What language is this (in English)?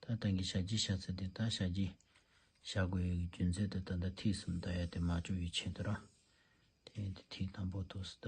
Tibetan